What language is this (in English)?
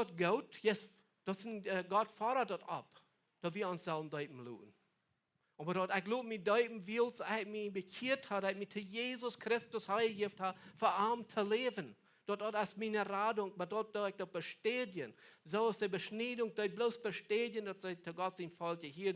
Plautdietsch